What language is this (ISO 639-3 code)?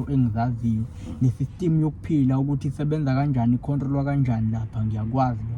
zul